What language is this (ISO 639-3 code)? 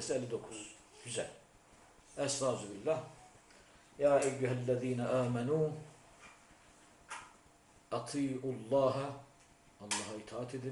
tur